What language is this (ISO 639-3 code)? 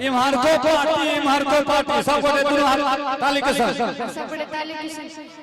mai